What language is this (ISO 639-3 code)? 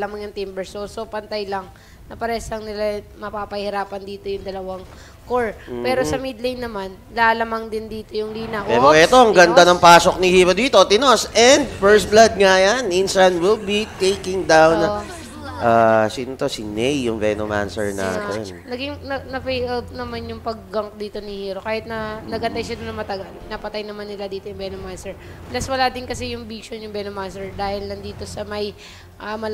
fil